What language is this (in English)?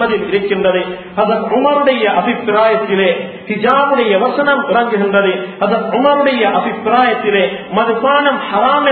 Tamil